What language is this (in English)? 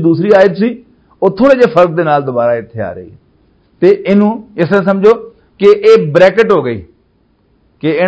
Western Panjabi